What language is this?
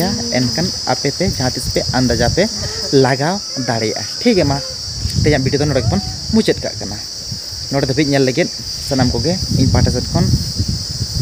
Santali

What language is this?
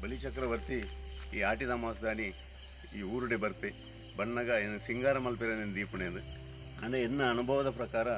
Tulu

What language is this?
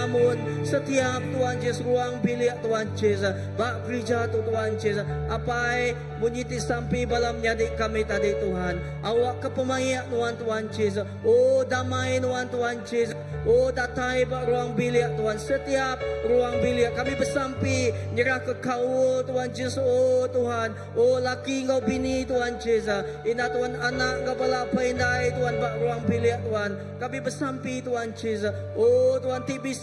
Iban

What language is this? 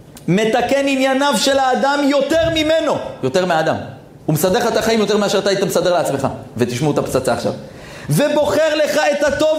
Hebrew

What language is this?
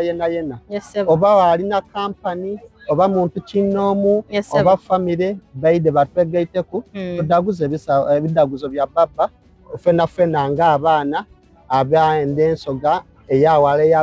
Soga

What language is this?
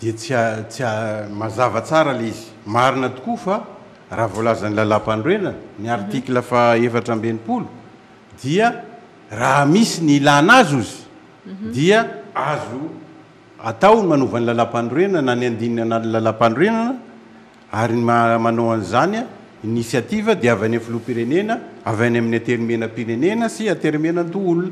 Malagasy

